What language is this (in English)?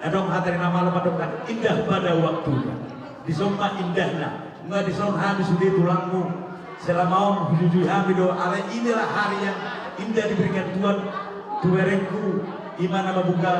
Batak Toba